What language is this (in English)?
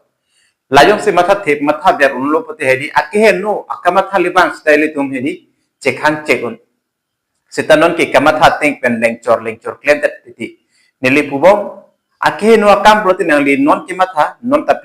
Karbi